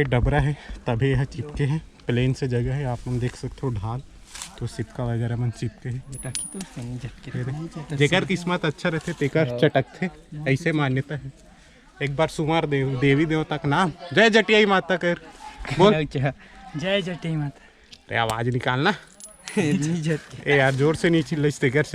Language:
Chhattisgarhi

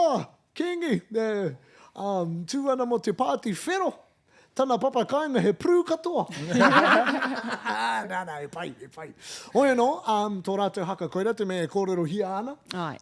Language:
Māori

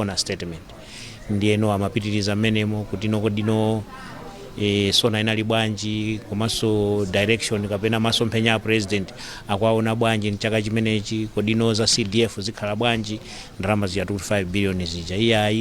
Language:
Nyanja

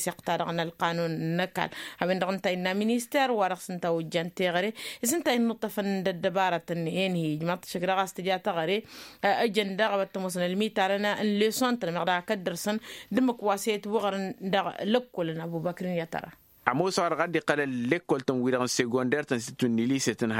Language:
Tamasheq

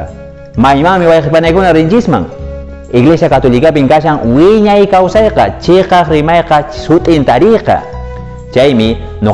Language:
Quechua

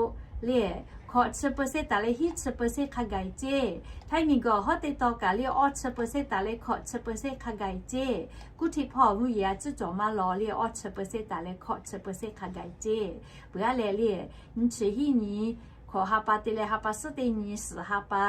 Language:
Lahu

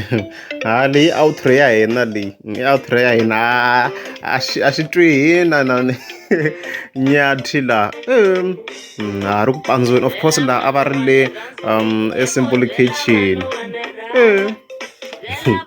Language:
Tsonga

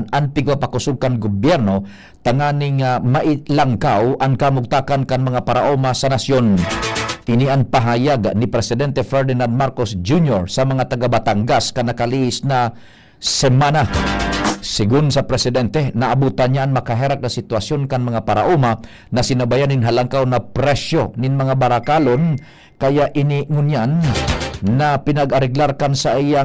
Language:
Bikol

